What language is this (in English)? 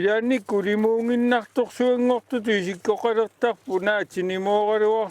Kalaallisut